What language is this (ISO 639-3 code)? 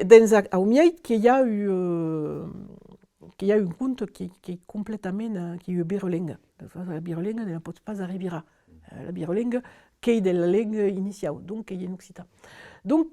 oci